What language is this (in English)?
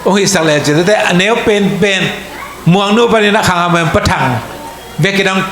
Tedim Chin